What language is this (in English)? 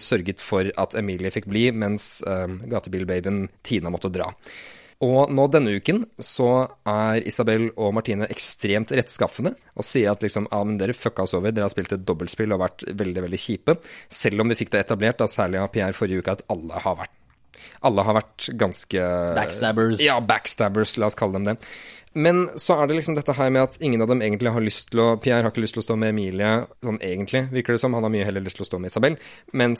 Norwegian